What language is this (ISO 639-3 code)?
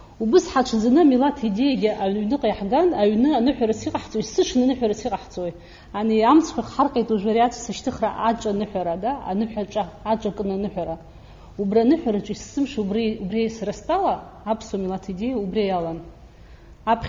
abk